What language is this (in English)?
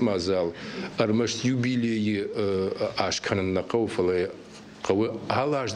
Ossetic